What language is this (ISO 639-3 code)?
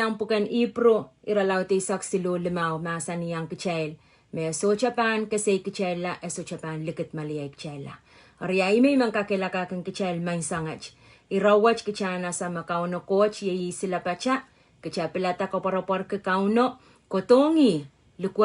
pon